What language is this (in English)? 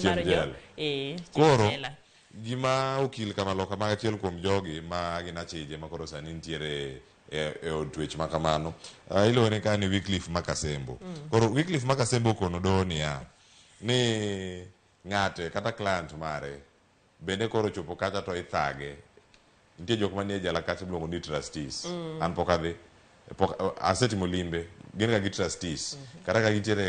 Luo (Kenya and Tanzania)